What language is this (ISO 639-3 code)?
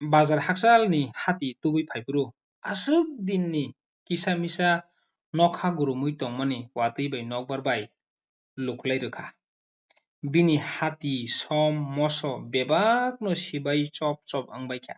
trp